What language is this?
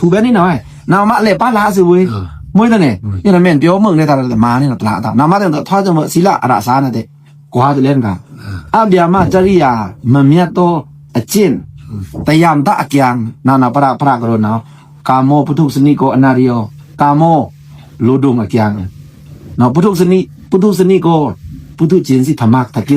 Pa'o Karen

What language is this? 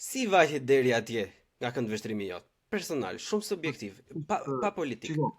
Albanian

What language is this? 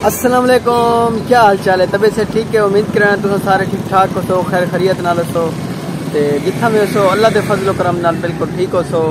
Saraiki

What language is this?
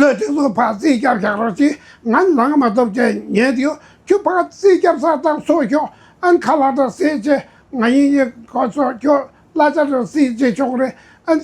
Tibetan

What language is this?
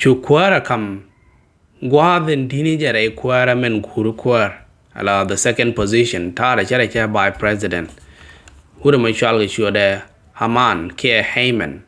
Nuer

